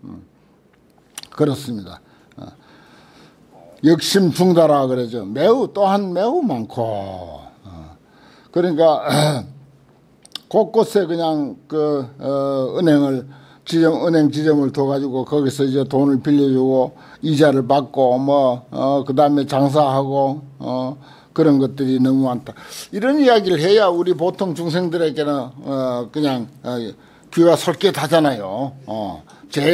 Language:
Korean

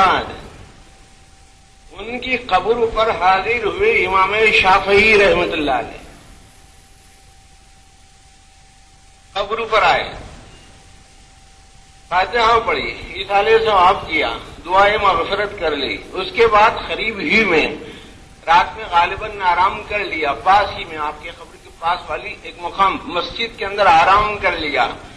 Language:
Urdu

